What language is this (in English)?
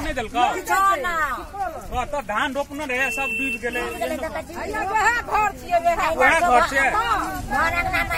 Maithili